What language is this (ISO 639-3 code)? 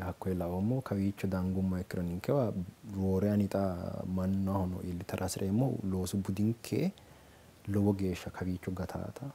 sid